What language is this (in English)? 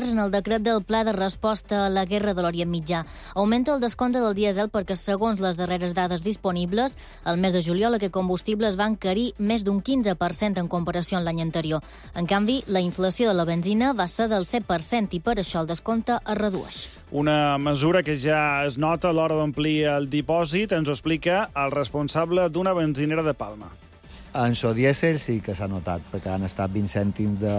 Catalan